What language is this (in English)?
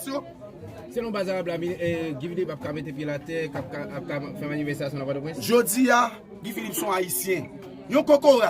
Haitian Creole